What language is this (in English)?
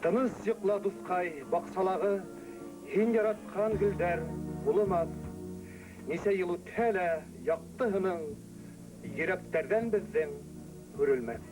Bashkir